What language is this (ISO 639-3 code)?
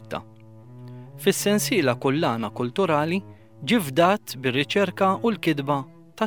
mlt